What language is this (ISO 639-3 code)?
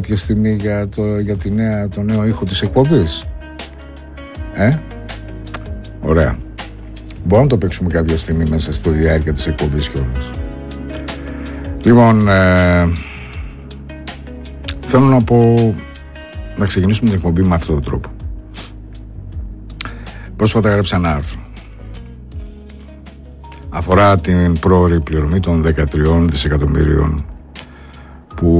ell